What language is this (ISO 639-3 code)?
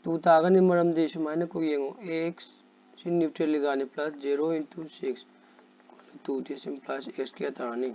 mni